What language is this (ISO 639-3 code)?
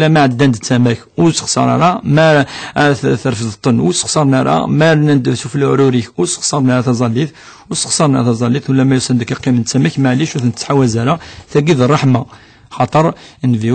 kab